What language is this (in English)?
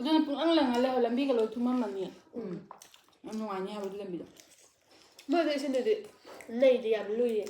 Manipuri